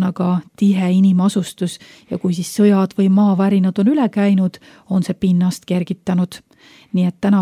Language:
Estonian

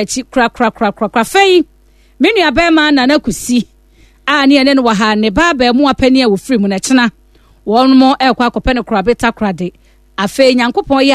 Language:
Akan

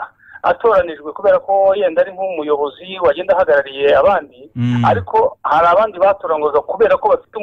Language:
Kinyarwanda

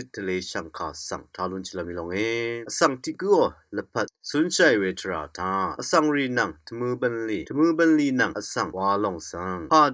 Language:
Rawang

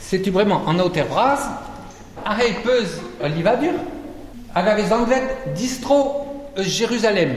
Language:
Breton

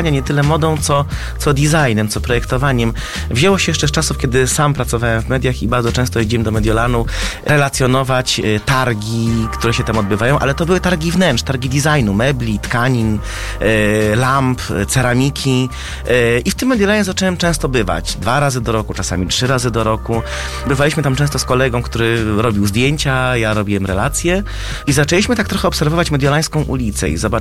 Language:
Polish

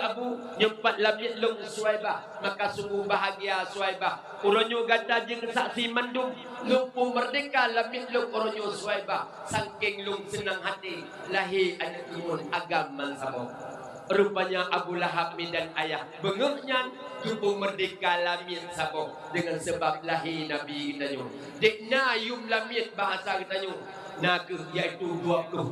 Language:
Achinese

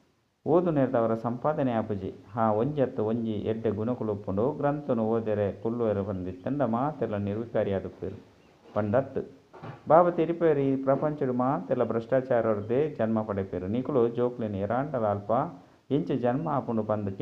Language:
Tulu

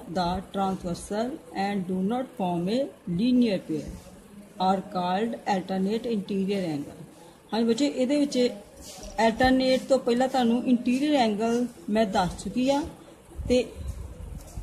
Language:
Punjabi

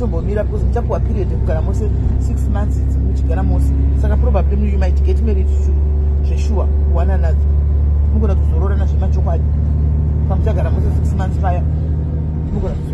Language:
Shona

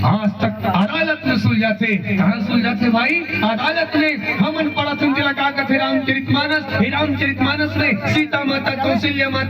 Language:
Chhattisgarhi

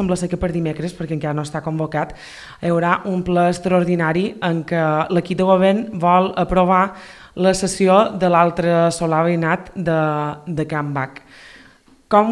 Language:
Catalan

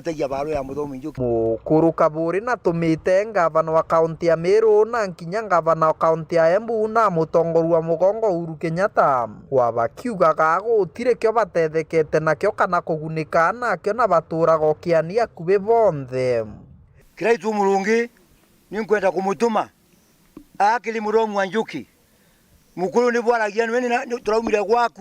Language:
Meru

